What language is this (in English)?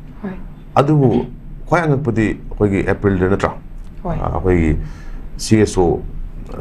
Manipuri